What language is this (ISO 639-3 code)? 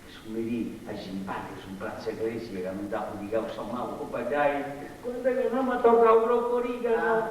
srd